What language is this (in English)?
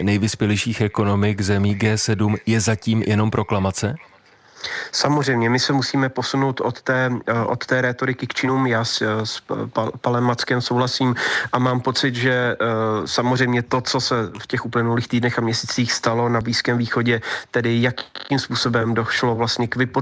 Czech